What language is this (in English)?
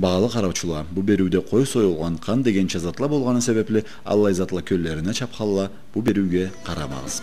Karachay-Balkar